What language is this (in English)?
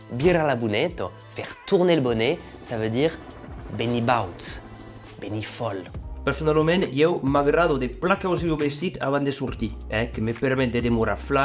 Occitan